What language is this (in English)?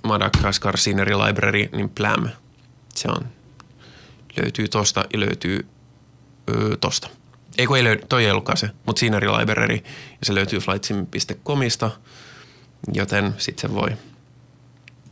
Finnish